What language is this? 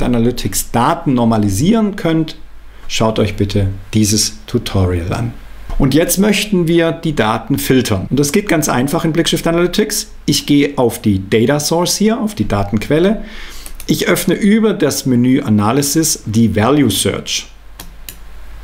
German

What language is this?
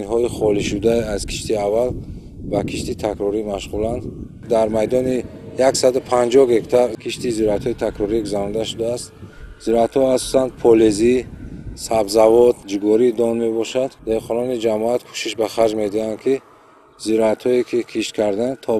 Tajik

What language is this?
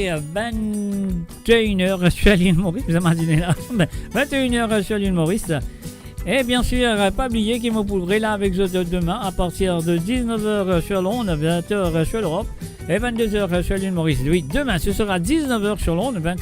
Morisyen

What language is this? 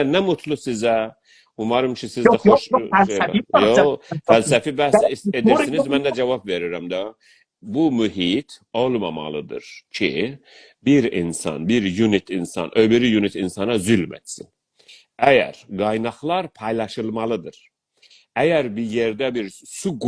South Azerbaijani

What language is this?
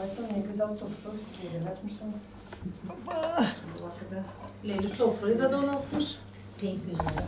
Gagauz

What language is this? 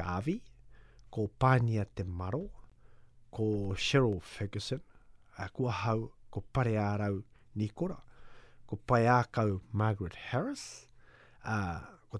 Māori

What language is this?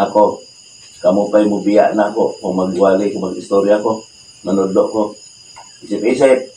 Cebuano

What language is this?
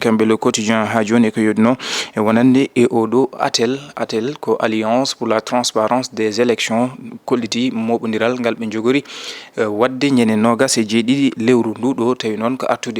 Fula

